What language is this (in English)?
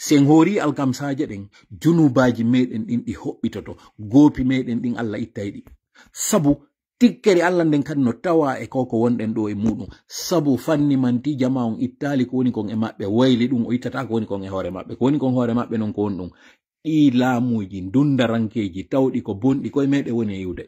Pular